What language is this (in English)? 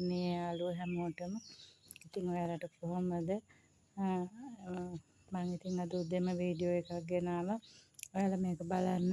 Sinhala